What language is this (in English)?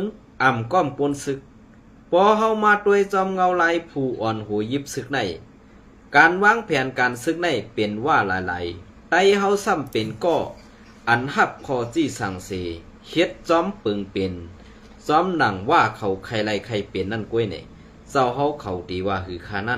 Shan